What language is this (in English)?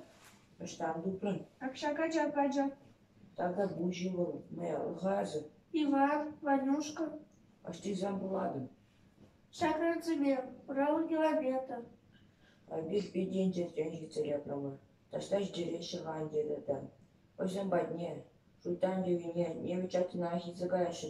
Chuvash